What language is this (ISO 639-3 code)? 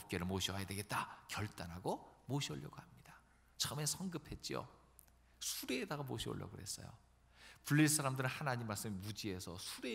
kor